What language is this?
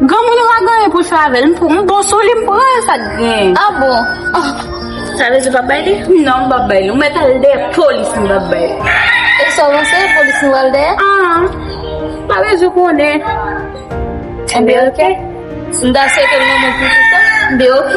Haitian Creole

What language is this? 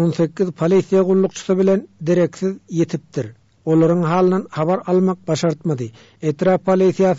Turkmen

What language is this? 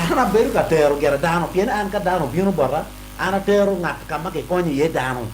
Acoli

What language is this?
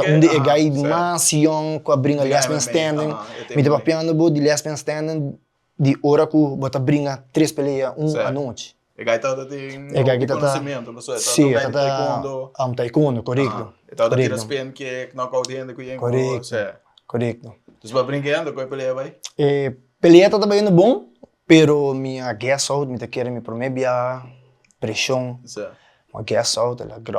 Papiamento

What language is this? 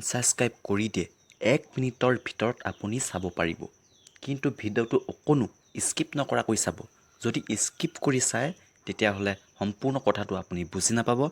Assamese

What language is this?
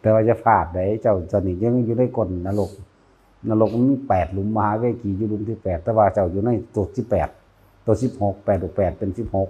Northeastern Thai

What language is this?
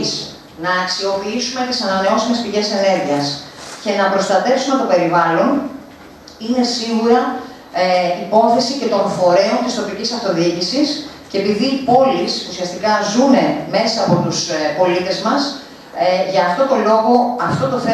Greek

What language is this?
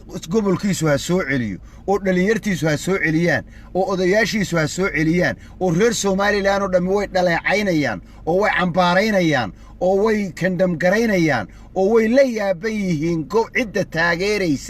Somali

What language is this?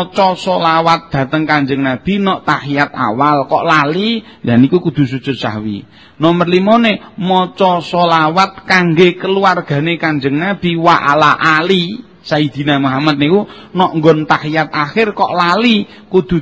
Javanese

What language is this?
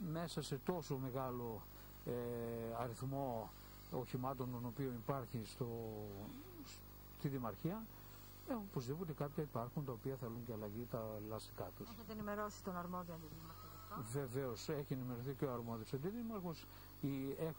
Greek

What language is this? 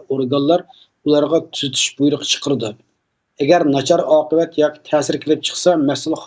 Uyghur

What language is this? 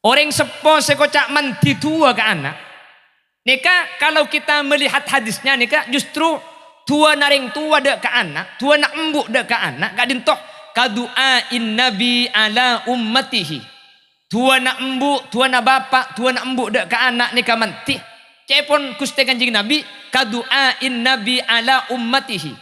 Madurese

